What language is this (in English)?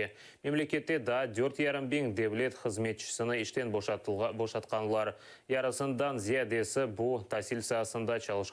Crimean Tatar